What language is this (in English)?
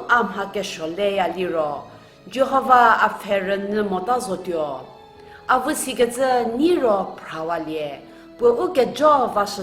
Angami Naga